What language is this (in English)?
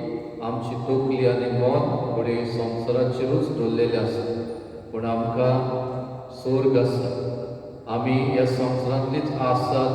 Konkani